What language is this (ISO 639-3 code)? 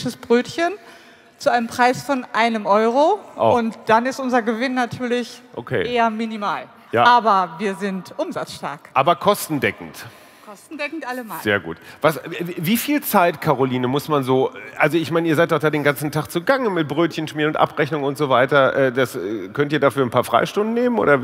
deu